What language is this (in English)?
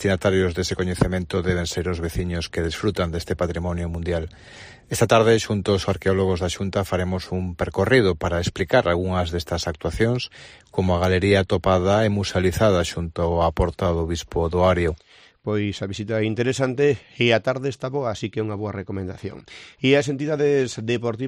Galician